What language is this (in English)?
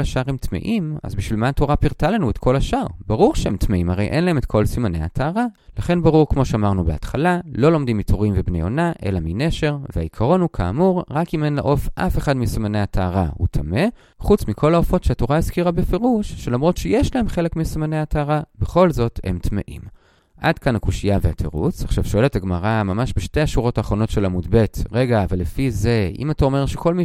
Hebrew